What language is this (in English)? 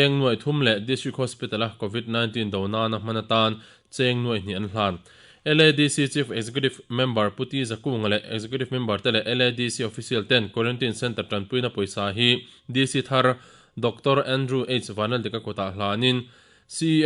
Mizo